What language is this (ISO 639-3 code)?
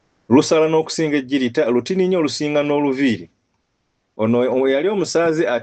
lug